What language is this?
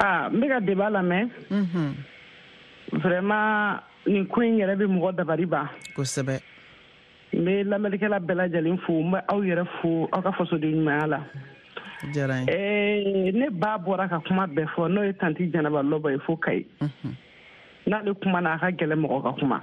Bambara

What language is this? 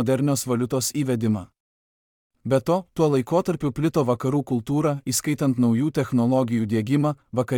Lithuanian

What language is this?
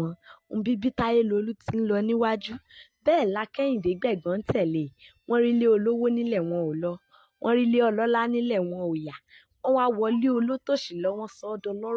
Yoruba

